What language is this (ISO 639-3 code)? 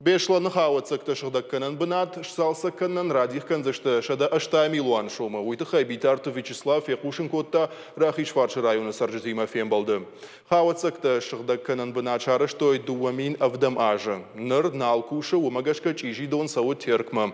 oss